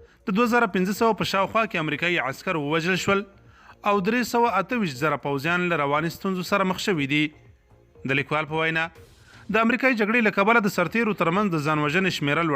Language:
Pashto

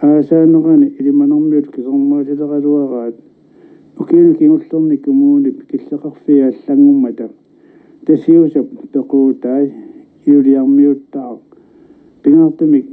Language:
Kalaallisut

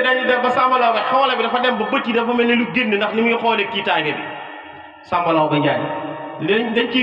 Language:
Wolof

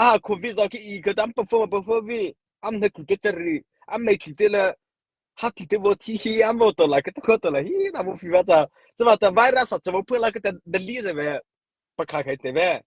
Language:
Mara Chin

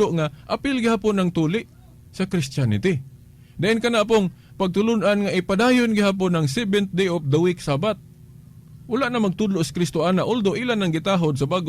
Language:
Cebuano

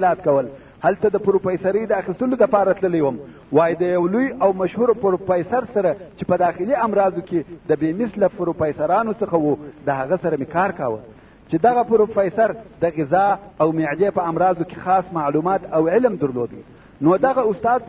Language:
Pashto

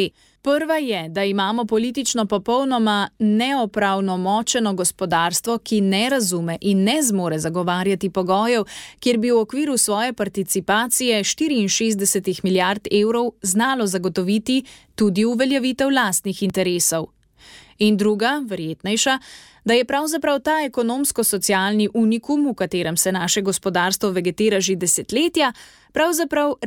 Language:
Slovenian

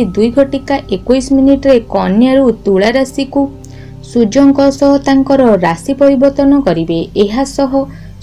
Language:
Odia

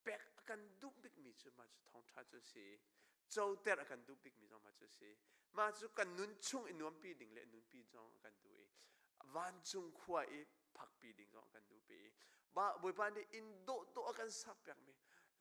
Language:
Hakha Chin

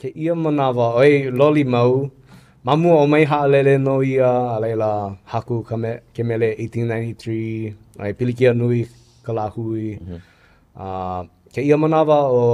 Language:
Hawaiian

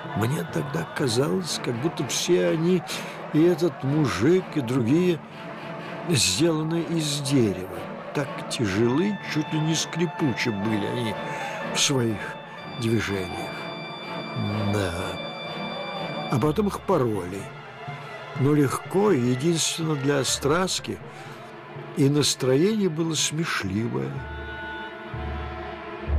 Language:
Russian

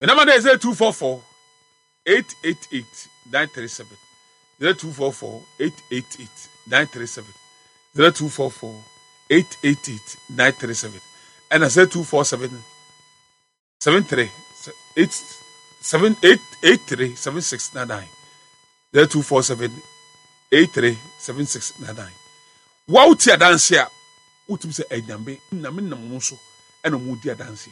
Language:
Akan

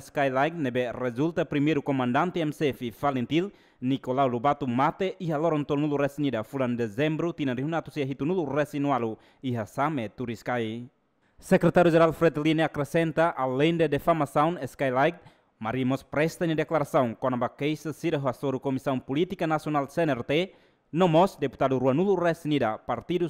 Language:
Tetum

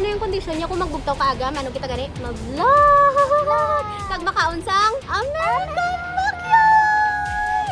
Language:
Hiligaynon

